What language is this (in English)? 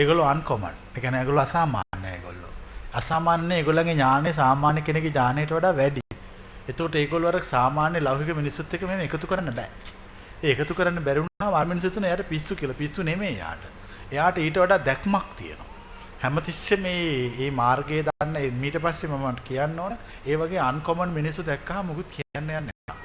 Sinhala